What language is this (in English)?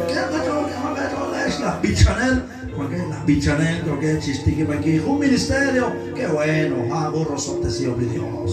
Kekchí